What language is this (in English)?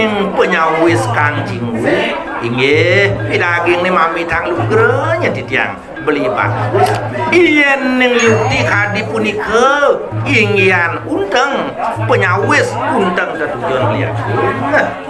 Balinese